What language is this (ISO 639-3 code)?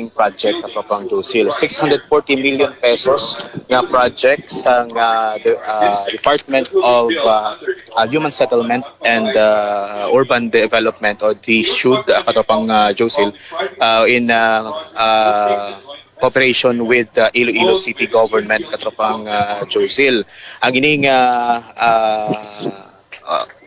hil